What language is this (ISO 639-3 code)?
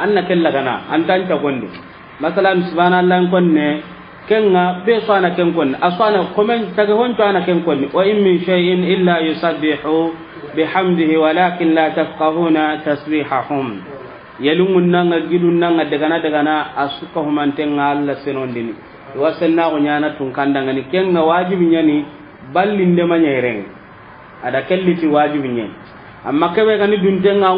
snk